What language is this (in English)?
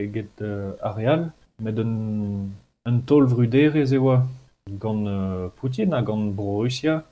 Breton